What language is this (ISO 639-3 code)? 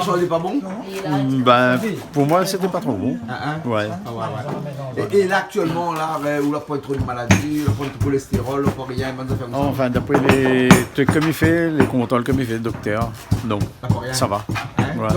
rcf